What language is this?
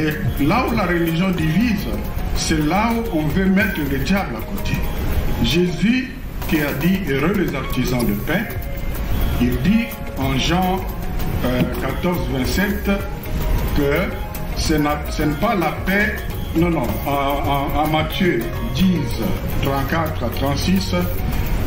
French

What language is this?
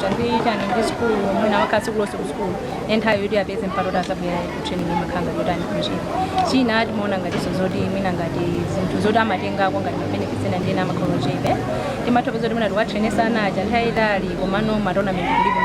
Nyanja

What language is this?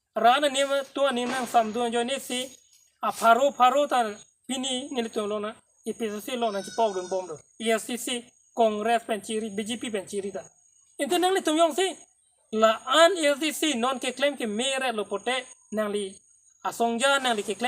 Karbi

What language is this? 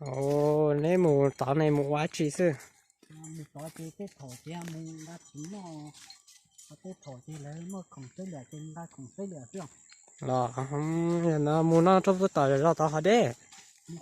Hmong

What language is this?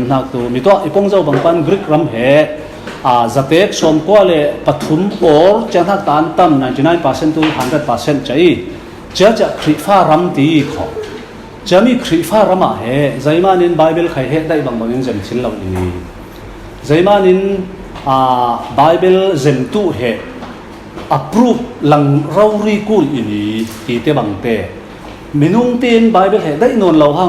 Falam Chin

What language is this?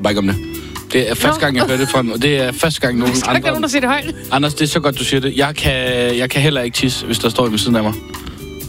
Danish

